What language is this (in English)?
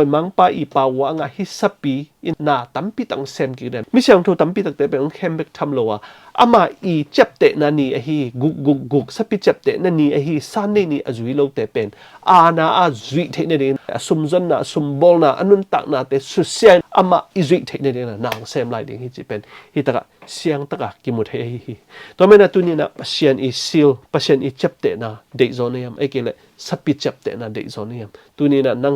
Tedim Chin